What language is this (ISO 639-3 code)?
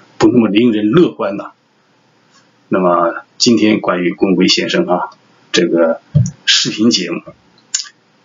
zho